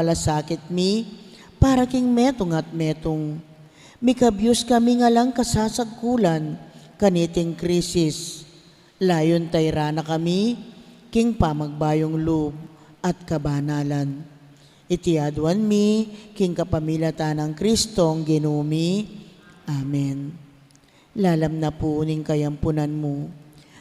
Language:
Pampanga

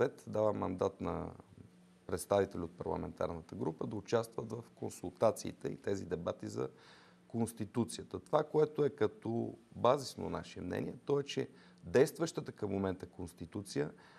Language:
Bulgarian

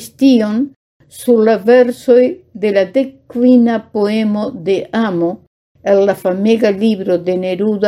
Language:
Esperanto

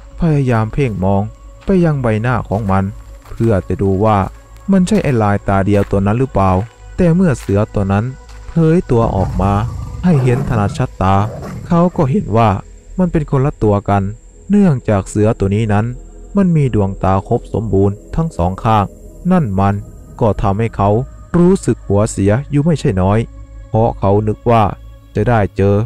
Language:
Thai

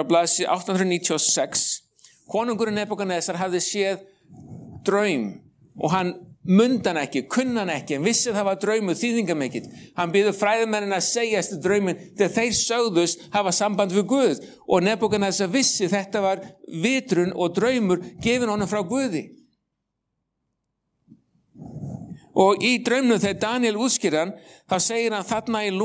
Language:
Icelandic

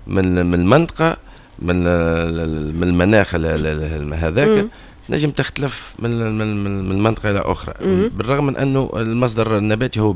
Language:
Tunisian Arabic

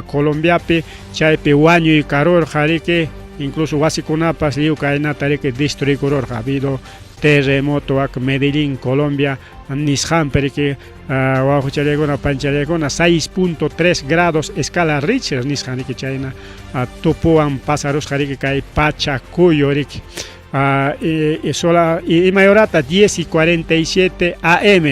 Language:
Ayacucho Quechua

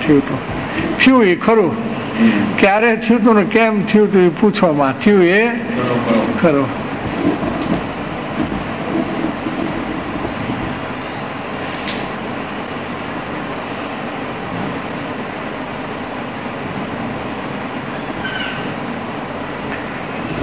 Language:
Gujarati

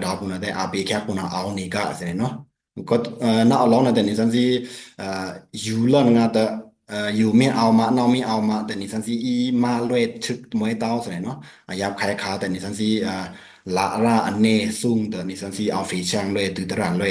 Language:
Pa'o Karen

